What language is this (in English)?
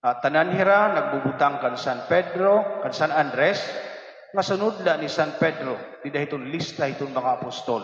Waray